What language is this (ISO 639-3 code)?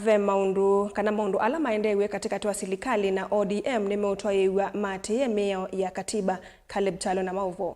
kam